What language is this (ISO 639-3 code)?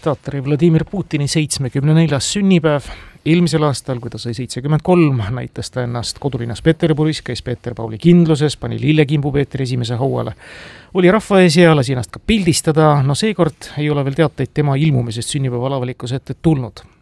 est